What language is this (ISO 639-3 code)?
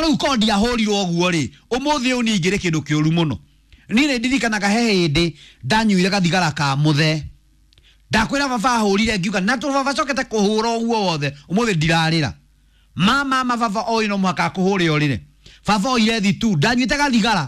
kik